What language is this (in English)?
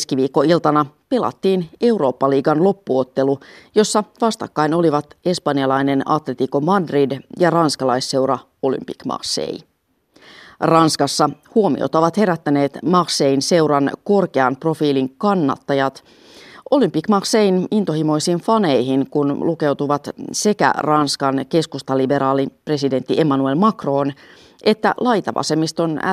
Finnish